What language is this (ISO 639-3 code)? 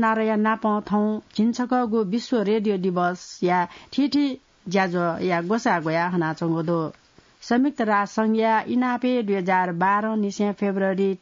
new